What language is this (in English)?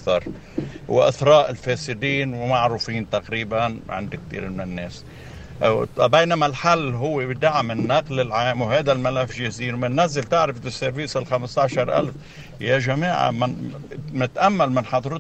North Levantine Arabic